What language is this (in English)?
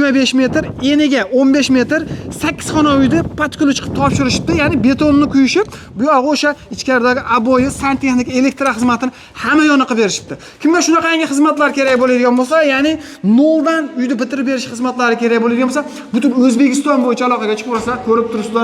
Uzbek